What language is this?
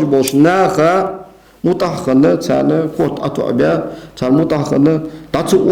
Ingush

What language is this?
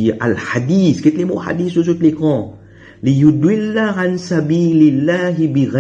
Morisyen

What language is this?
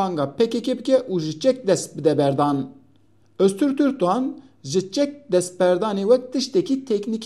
Kurdish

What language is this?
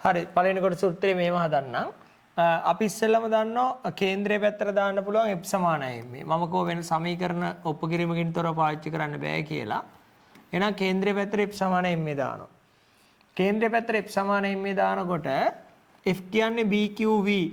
Sinhala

